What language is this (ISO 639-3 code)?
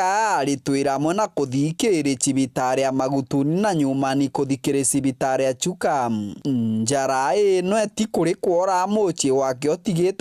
mer